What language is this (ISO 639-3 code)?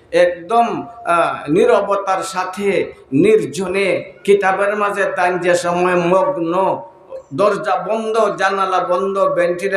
syl